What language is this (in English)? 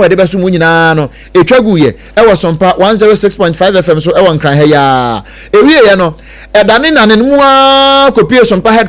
Akan